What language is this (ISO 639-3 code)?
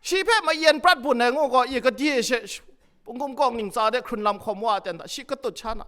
kac